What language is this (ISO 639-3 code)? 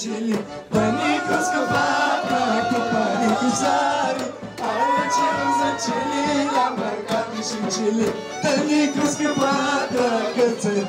bul